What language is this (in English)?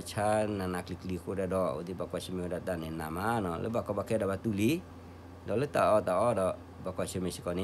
S'gaw Karen